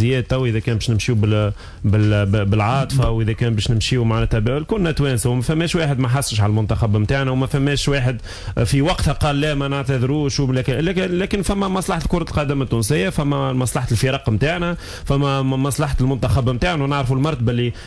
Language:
Tunisian Arabic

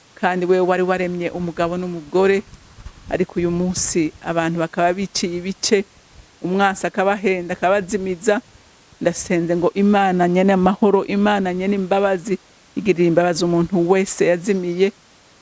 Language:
Rundi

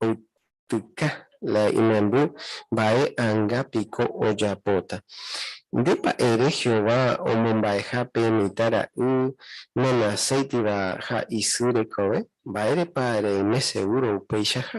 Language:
Guarani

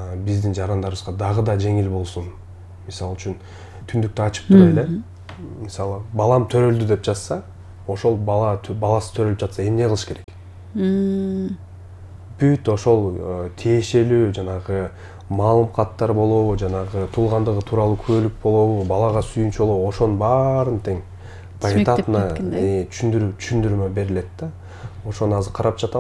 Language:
Kyrgyz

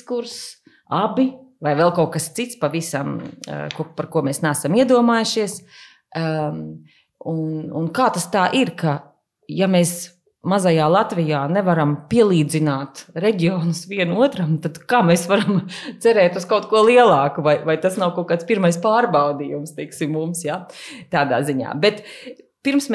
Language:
Latvian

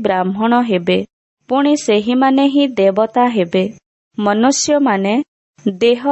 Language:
Odia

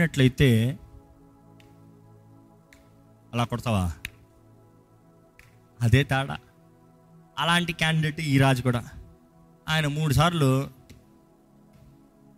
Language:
Telugu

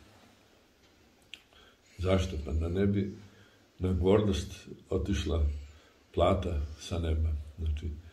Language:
Serbian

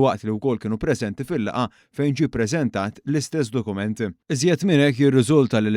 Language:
Maltese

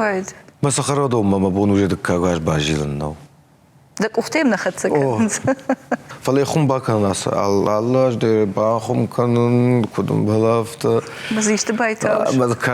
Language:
Ossetic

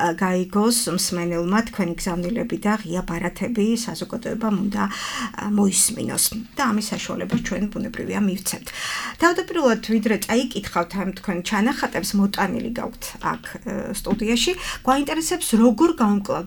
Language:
Georgian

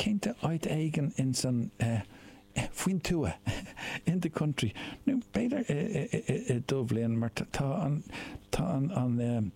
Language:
Irish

